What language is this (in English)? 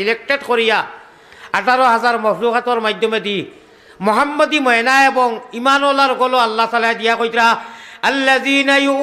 Sylheti